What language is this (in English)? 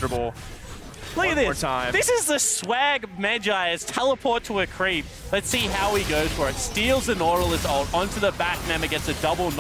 English